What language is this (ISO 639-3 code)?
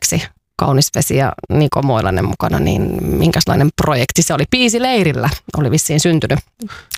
fin